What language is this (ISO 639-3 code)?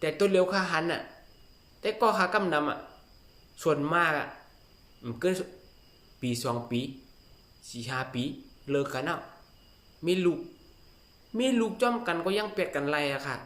shn